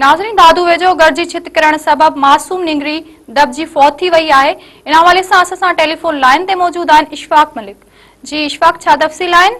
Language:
Sindhi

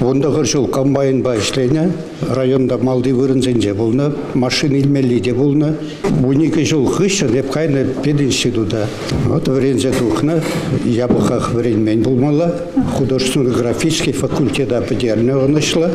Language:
Chuvash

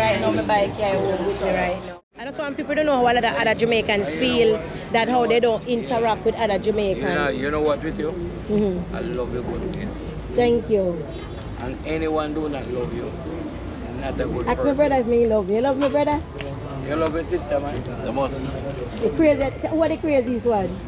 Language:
Jamaican Creole English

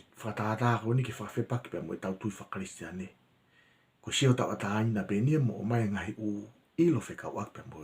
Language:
Tongan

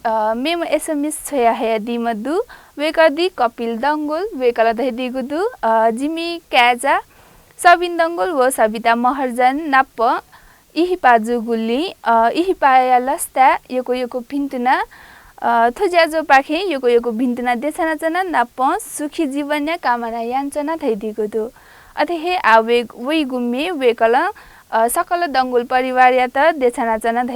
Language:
Newari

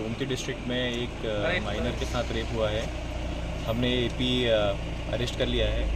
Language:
Kok Borok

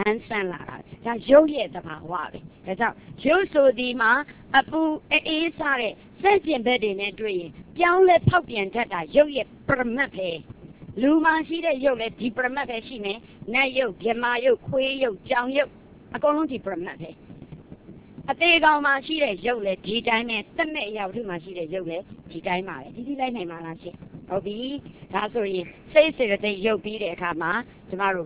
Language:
Burmese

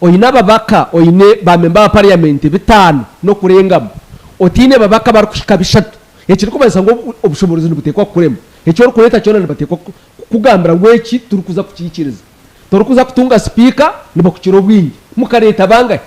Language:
Nyankole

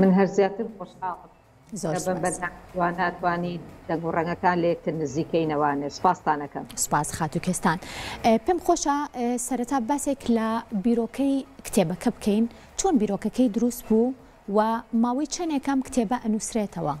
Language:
Central Kurdish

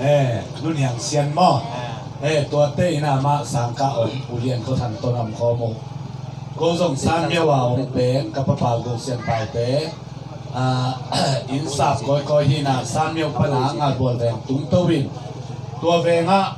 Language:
Tedim Chin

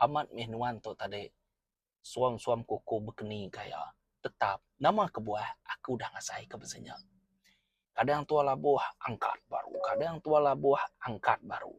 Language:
Iban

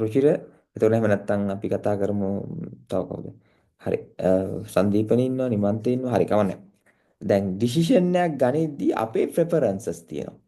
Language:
Sinhala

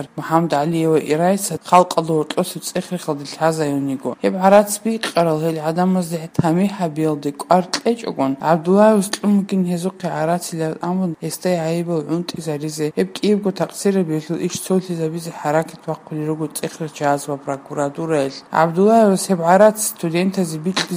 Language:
Avaric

